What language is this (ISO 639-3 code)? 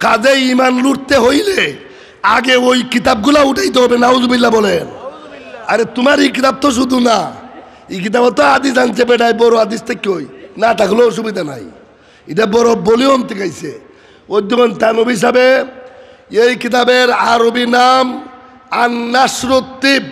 syl